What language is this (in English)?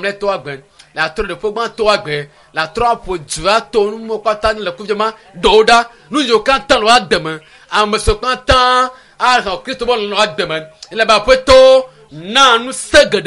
Ewe